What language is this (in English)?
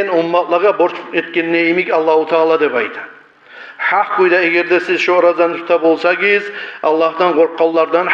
Kumyk